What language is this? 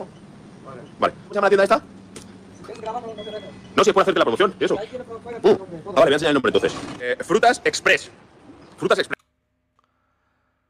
Spanish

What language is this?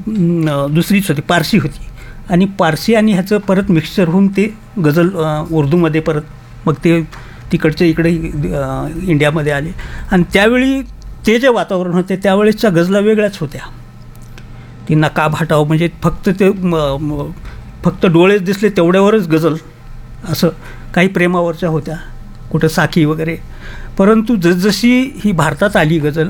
Marathi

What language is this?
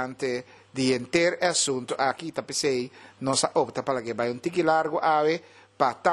Papiamento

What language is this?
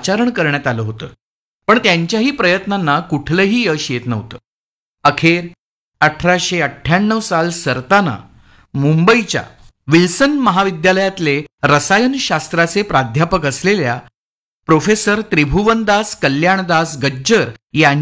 Marathi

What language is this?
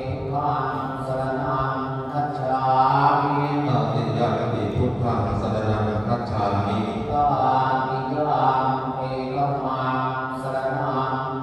Pali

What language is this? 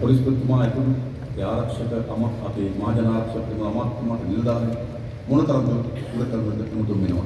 Sinhala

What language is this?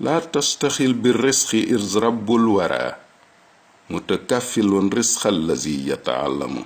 Wolof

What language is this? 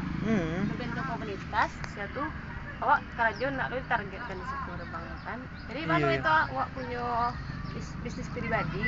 Minangkabau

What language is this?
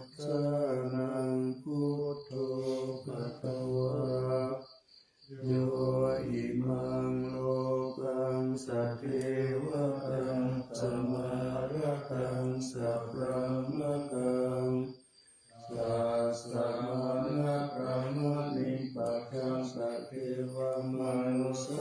Pali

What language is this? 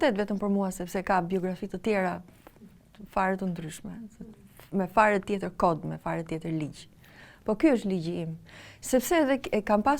Albanian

